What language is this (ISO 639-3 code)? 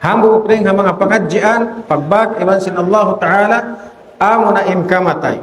tsg